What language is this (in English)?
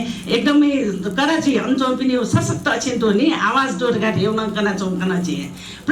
Newari